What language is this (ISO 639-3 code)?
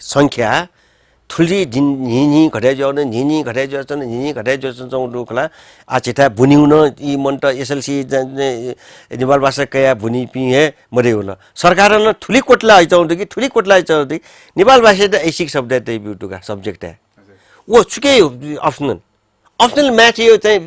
new